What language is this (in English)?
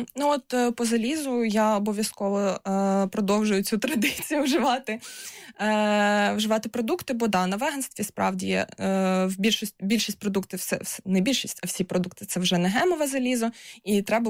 Ukrainian